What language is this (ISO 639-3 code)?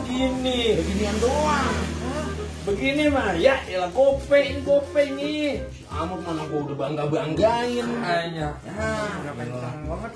bew